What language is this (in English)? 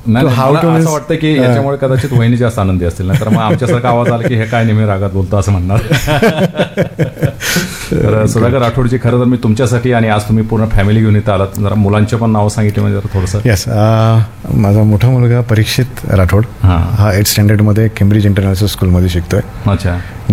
Marathi